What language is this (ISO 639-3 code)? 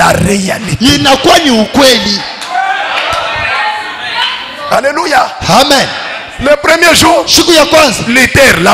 swa